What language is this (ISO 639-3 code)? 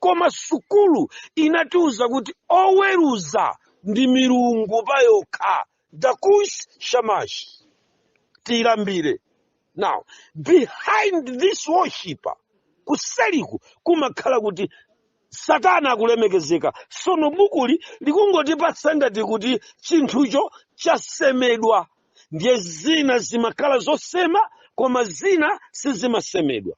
nya